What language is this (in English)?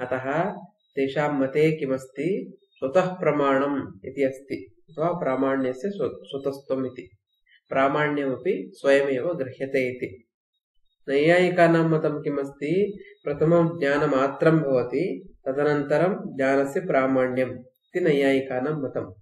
Sanskrit